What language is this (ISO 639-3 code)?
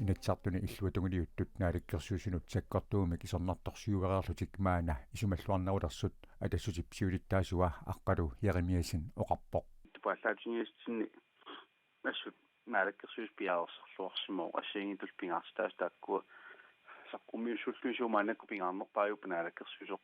kal